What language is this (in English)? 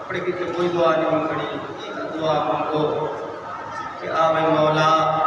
Saraiki